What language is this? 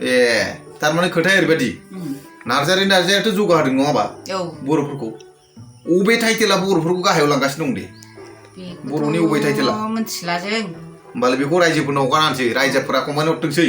Bodo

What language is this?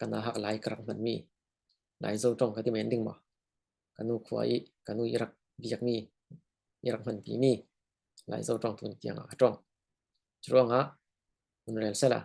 Falam Chin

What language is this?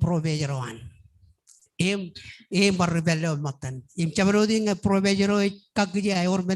Marshallese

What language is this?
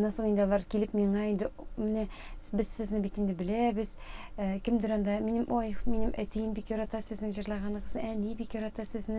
Tatar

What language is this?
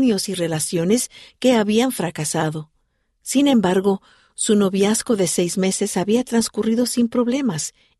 Spanish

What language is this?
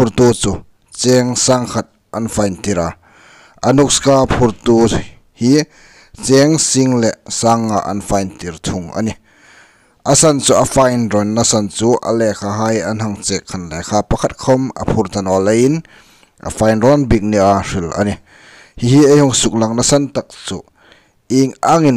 Hmar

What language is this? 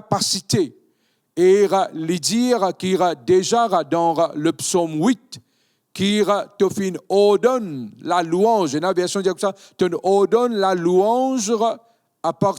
Morisyen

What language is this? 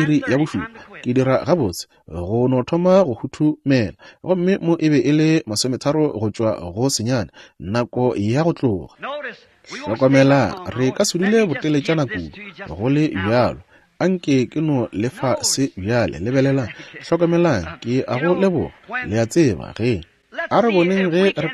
Northern Sotho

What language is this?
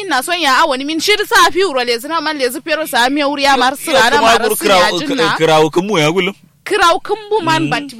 Kanuri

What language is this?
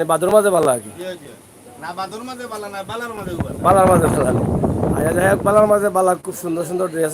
Sylheti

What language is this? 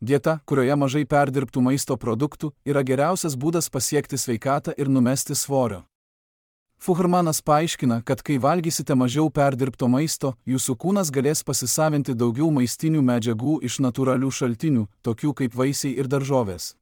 Lithuanian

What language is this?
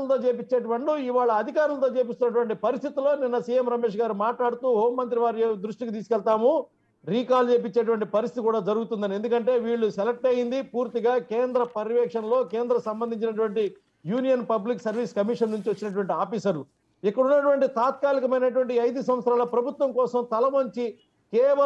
Telugu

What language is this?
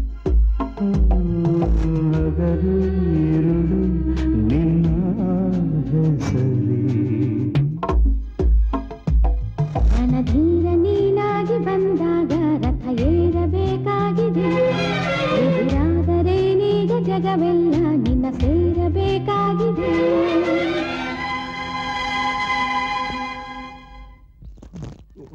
Kannada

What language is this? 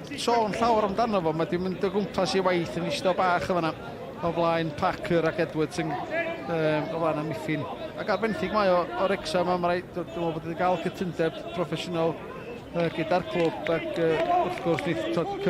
Welsh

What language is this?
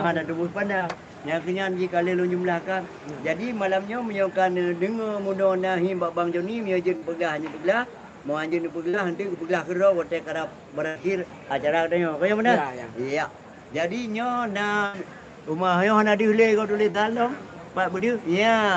Achinese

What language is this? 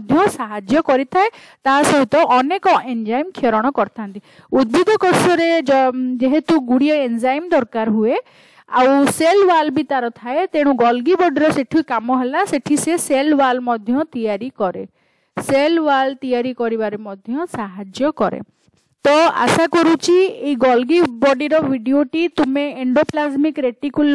Odia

